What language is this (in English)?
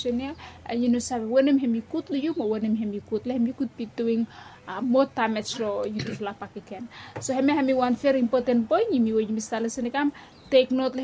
Bislama